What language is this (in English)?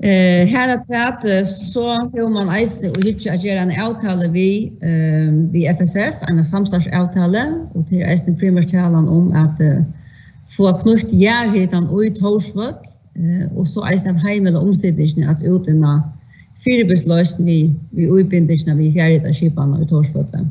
Faroese